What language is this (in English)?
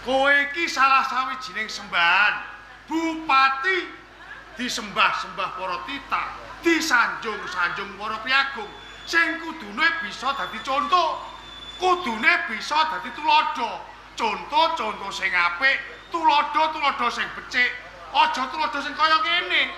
Javanese